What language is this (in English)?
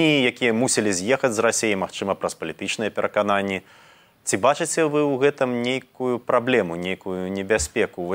Belarusian